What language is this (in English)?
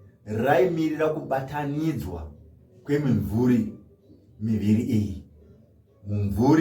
Shona